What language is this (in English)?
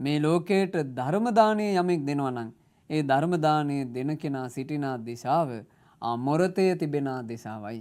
Sinhala